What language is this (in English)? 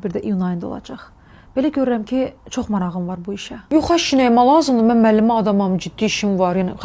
Azerbaijani